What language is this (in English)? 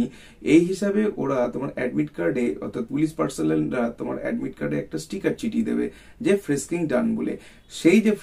Bangla